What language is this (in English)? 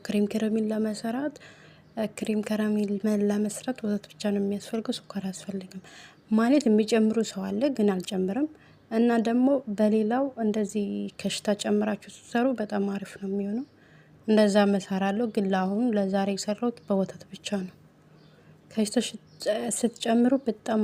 Amharic